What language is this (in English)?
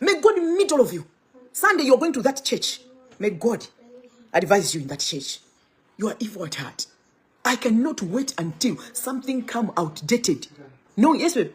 Nyanja